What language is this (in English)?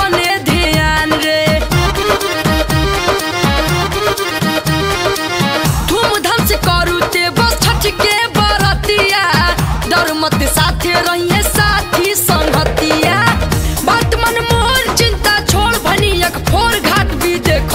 Bhojpuri